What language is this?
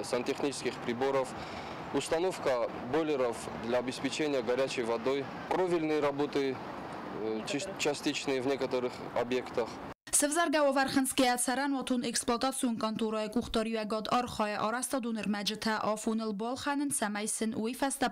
Ossetic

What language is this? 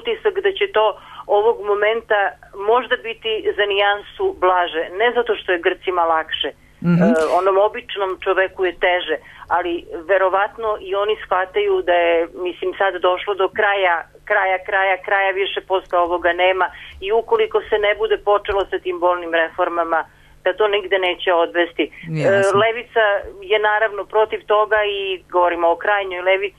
Serbian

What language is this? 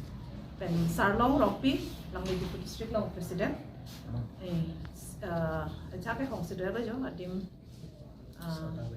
Karbi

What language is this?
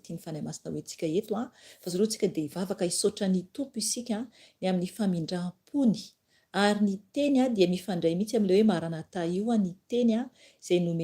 Malagasy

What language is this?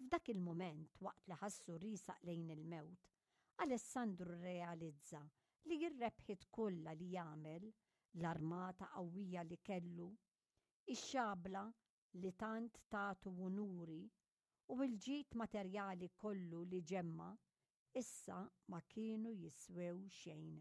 Maltese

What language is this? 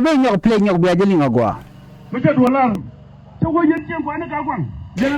Nuer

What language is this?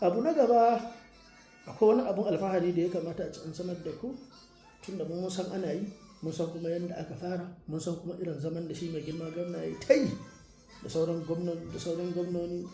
Hausa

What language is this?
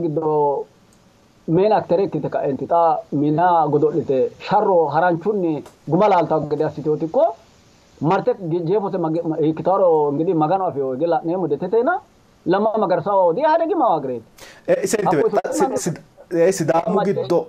Sidamo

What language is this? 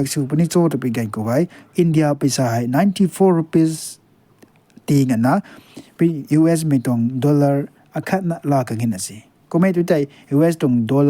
Rongmei Naga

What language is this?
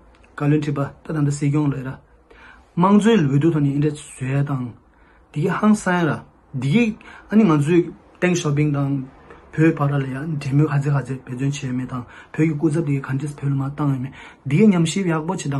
Tibetan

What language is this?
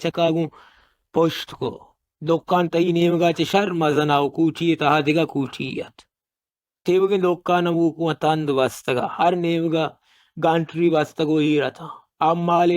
Baluchi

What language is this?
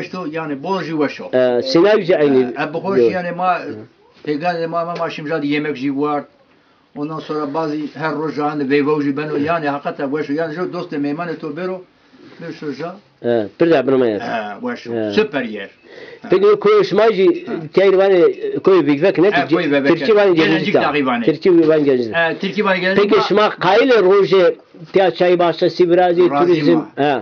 Zaza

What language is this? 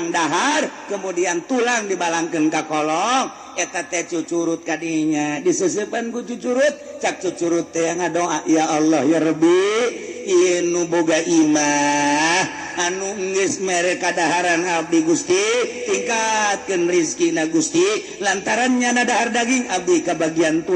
Sundanese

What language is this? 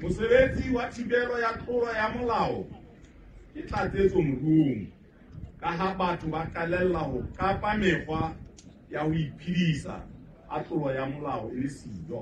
Southern Sotho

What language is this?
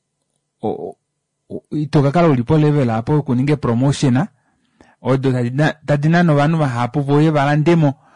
Kuanyama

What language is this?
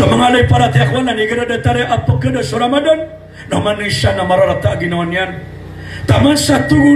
Maranao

